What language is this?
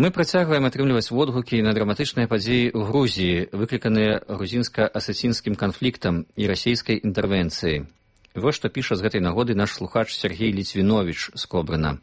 Belarusian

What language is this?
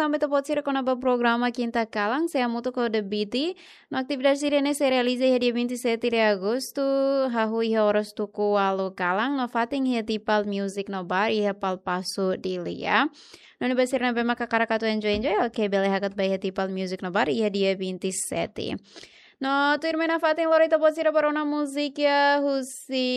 Tetum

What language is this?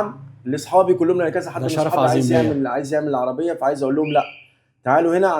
Egyptian Arabic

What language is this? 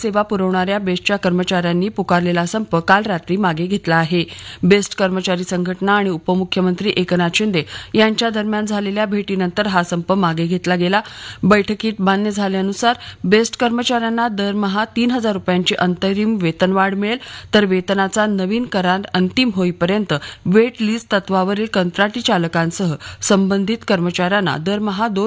Marathi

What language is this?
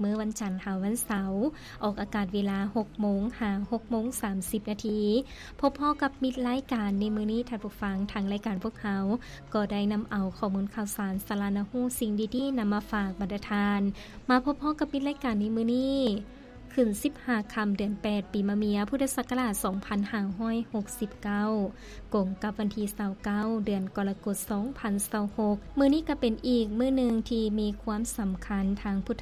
Lao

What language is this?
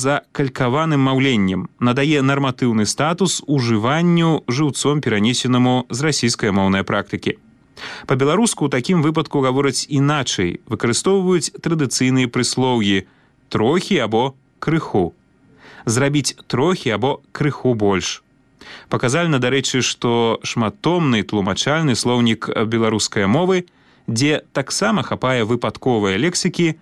Belarusian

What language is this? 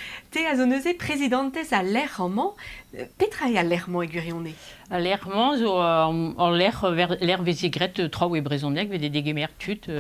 Breton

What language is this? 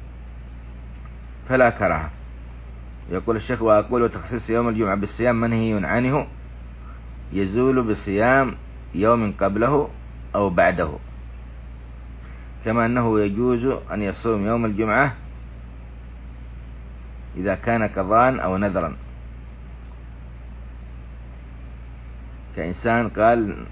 Arabic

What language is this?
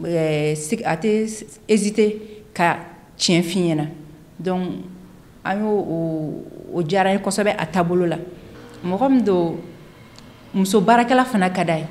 Bambara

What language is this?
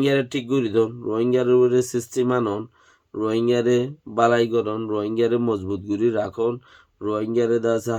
Rohingya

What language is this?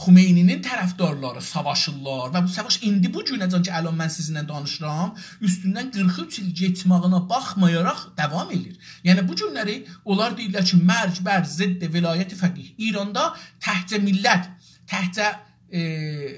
South Azerbaijani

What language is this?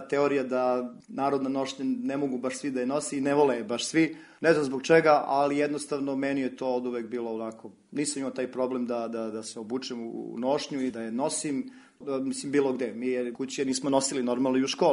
Serbian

